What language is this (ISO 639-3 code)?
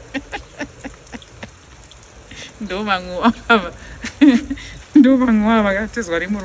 sna